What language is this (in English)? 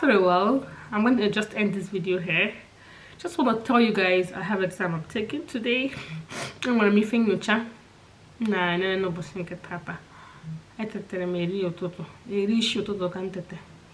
Igbo